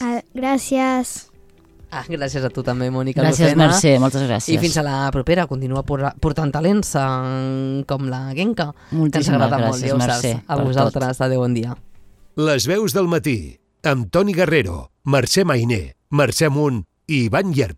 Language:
Catalan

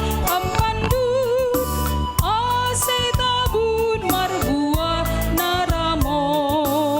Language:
Batak Simalungun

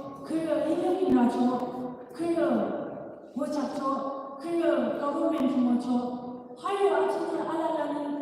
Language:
Yimchungru Naga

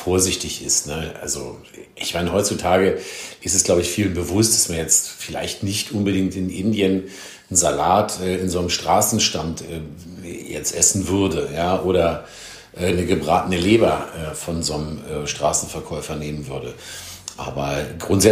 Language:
German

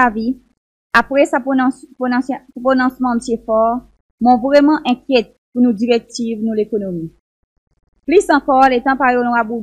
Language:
Seselwa Creole French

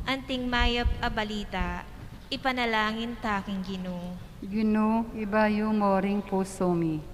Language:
Pampanga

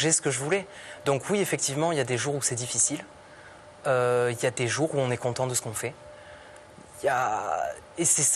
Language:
French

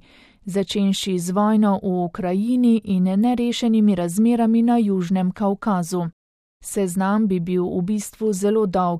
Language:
Slovenian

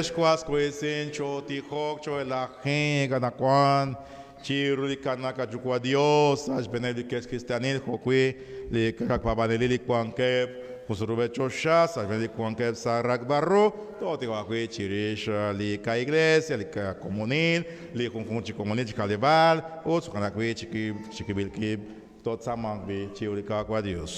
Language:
Kekchí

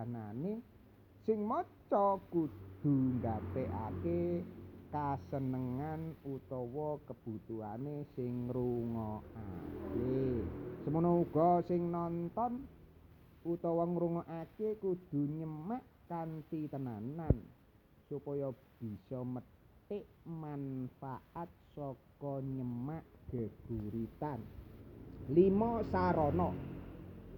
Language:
Javanese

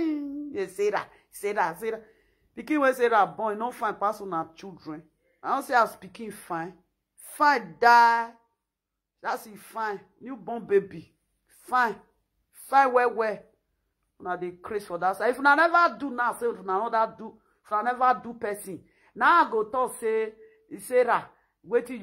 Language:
Nigerian Pidgin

